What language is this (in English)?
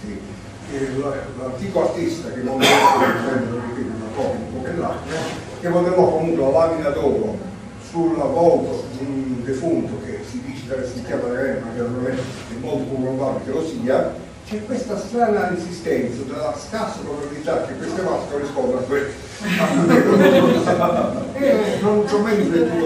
Italian